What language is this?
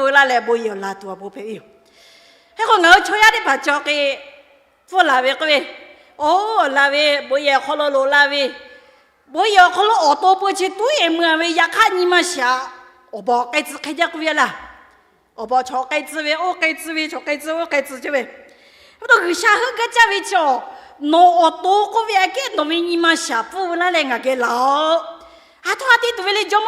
Lahu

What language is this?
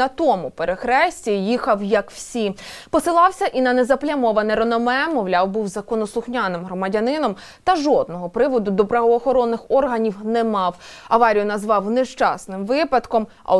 Ukrainian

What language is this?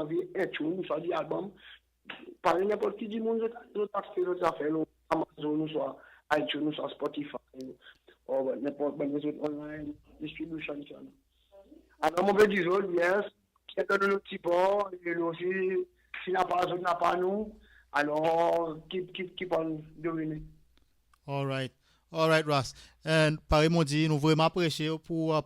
Seselwa Creole French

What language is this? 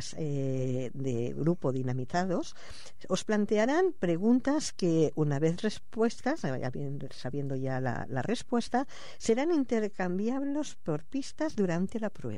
Spanish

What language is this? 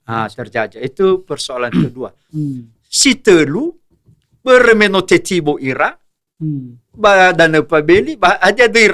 Nias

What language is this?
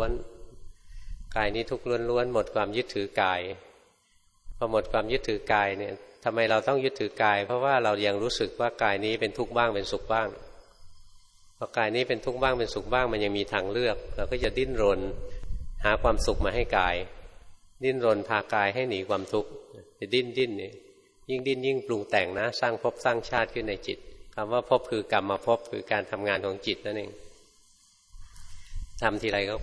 Thai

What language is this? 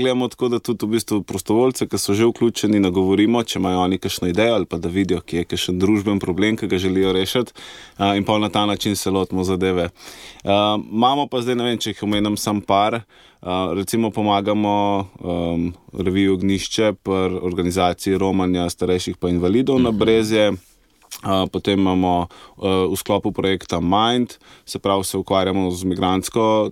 Slovenian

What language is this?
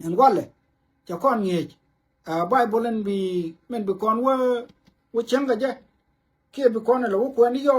Nuer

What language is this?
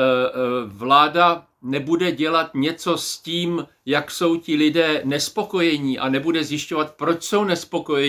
Czech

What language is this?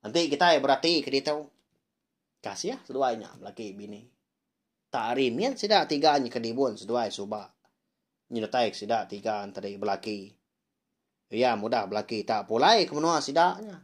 Iban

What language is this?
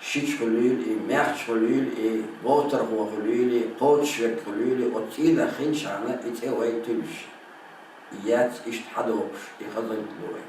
Chechen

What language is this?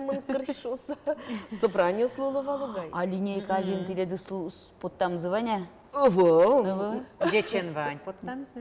Udmurt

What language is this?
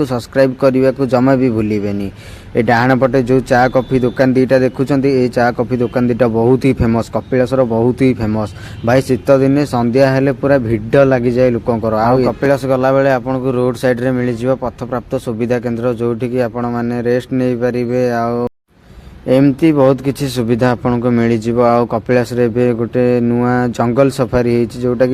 Odia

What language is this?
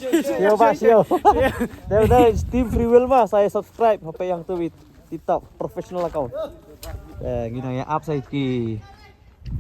Khasi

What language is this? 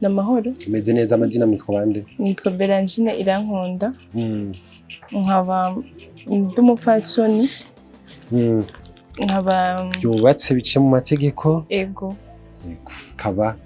Rundi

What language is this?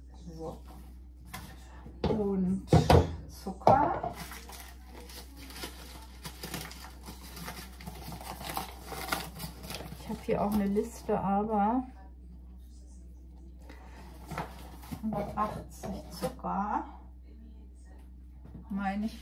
German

